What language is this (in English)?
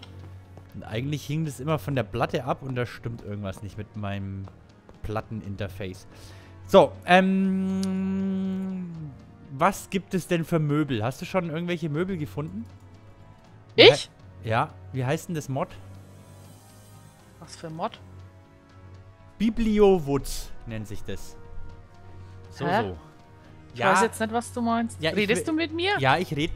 German